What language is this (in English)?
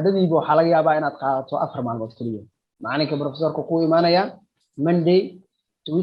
Somali